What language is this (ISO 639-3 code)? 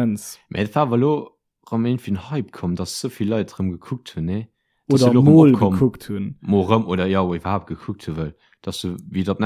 ltz